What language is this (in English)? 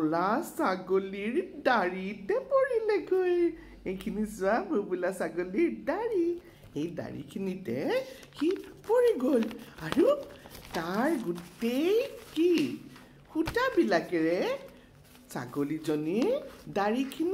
Assamese